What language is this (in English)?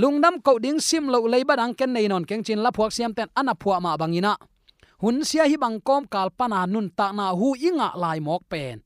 Tedim Chin